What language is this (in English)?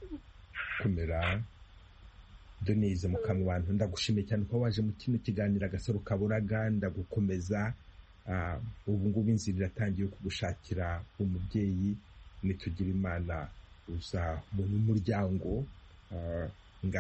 Kinyarwanda